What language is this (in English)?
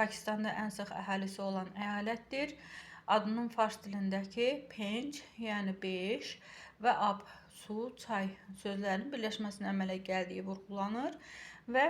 Azerbaijani